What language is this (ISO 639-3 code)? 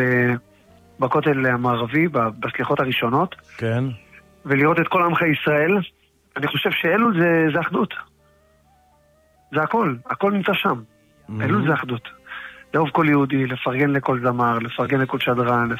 heb